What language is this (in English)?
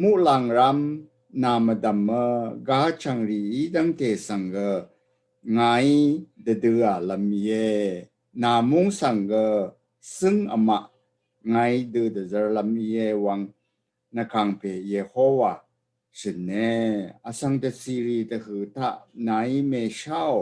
Rawang